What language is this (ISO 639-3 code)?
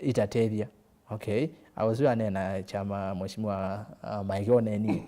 kam